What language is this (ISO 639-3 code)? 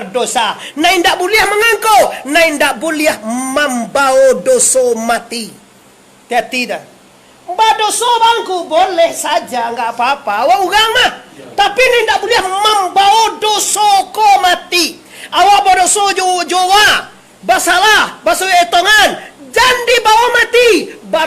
min